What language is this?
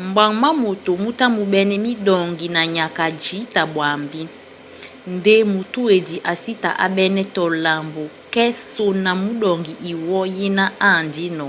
Duala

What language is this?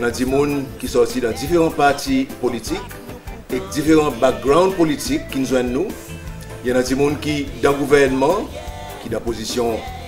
Seselwa Creole French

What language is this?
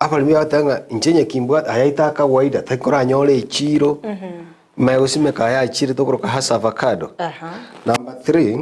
Gusii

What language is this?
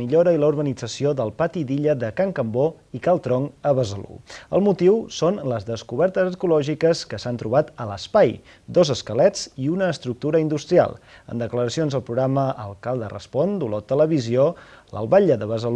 Catalan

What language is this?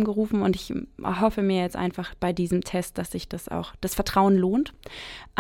German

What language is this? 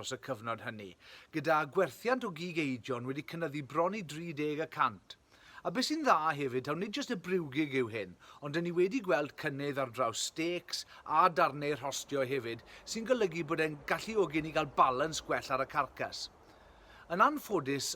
Welsh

